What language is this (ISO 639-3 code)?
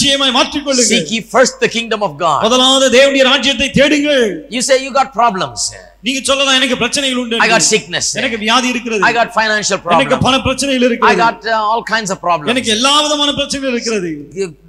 tam